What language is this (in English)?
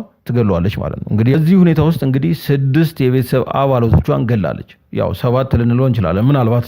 Amharic